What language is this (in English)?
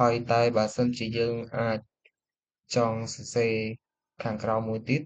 Khmer